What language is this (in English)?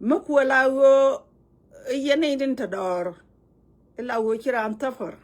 Nuer